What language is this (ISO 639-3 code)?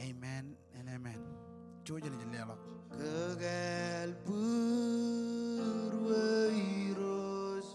mah